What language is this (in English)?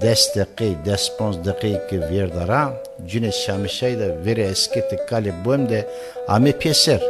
Zaza